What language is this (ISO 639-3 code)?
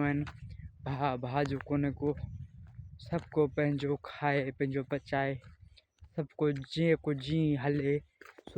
snd